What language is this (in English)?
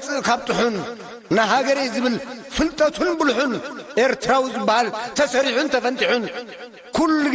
Tigrinya